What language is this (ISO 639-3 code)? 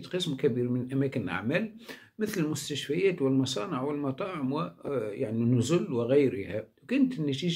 ara